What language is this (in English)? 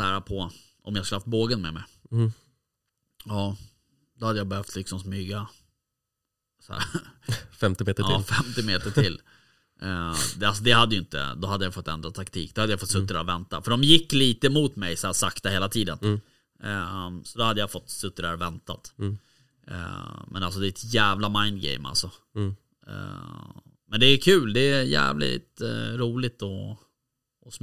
Swedish